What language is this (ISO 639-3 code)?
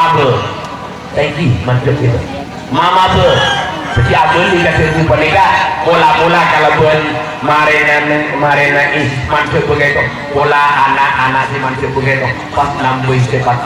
mad